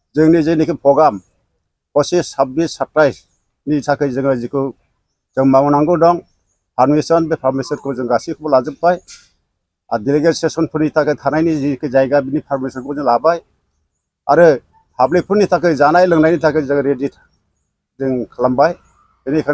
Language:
Bodo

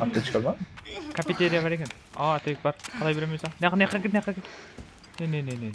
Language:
Kara-Kalpak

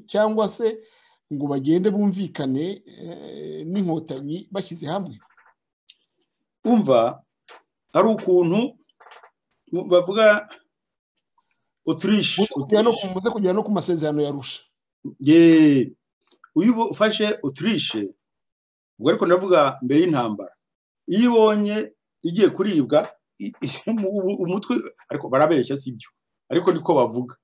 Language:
Kinyarwanda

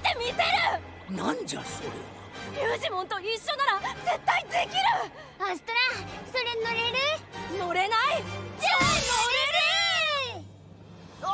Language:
Japanese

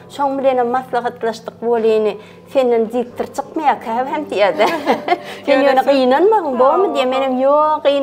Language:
Turkmen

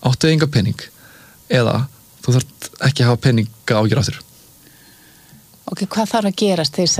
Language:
Icelandic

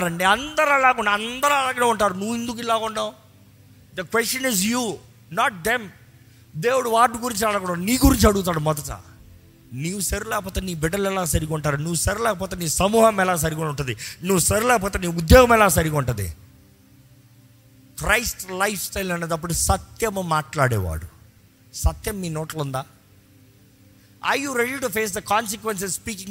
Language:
Telugu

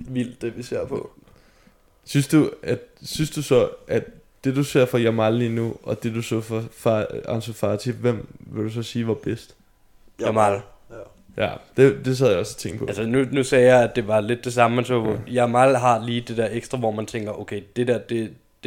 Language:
Danish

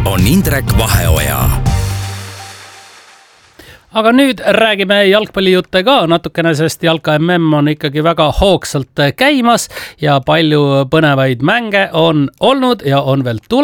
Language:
Estonian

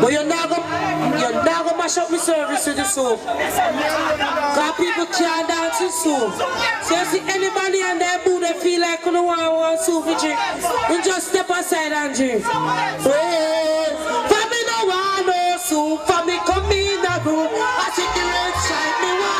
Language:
Jamaican Creole English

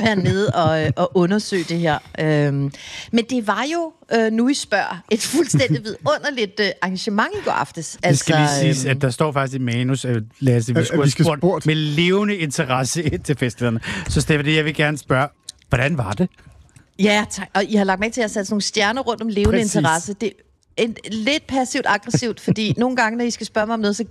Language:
Danish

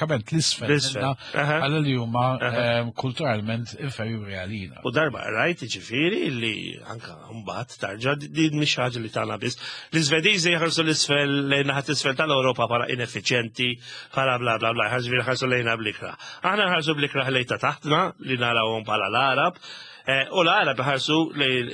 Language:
Maltese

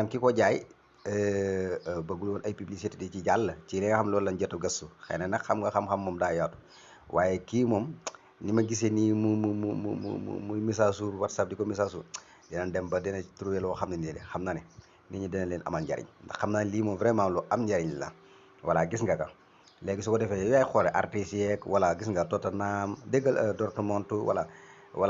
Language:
Wolof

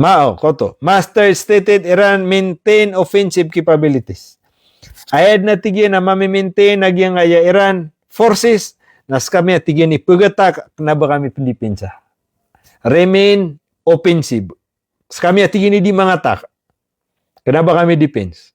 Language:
Maranao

